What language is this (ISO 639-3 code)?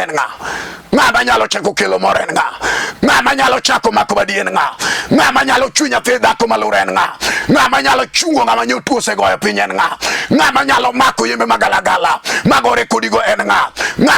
luo